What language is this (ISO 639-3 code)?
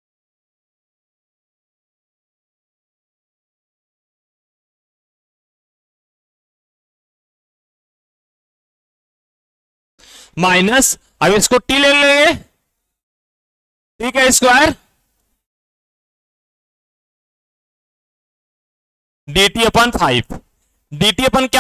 hin